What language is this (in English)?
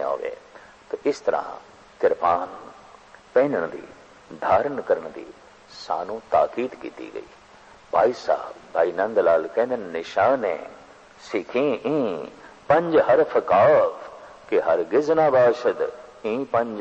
Punjabi